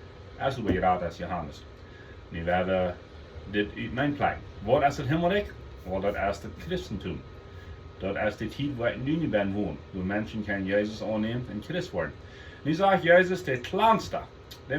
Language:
Plautdietsch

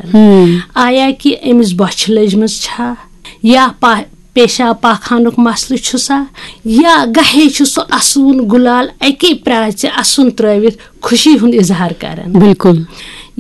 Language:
Kashmiri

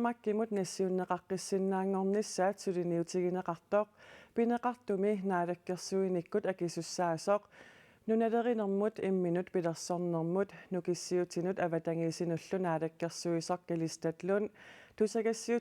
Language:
Kalaallisut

